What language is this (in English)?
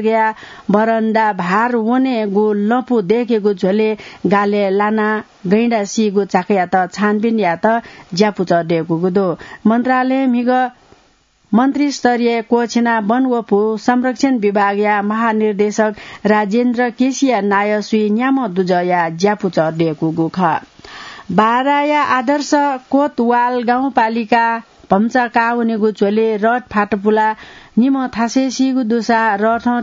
Newari